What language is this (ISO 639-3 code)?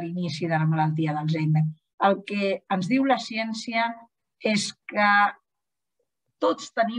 cat